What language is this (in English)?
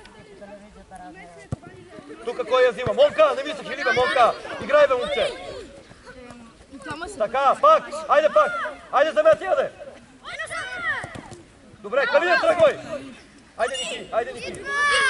Bulgarian